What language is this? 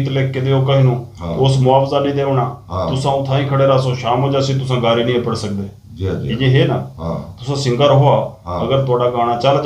Saraiki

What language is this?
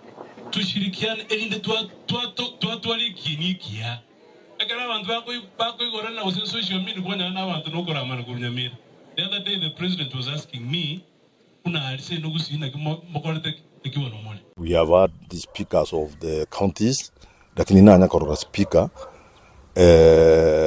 Gusii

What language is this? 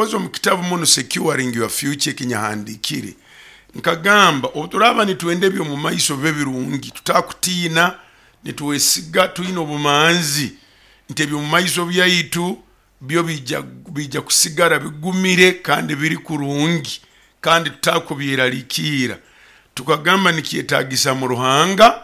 Nyoro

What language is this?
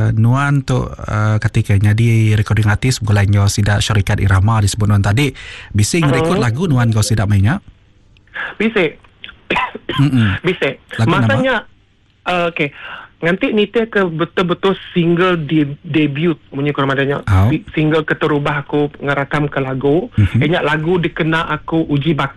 Iban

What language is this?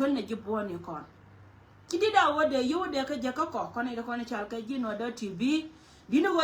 Nuer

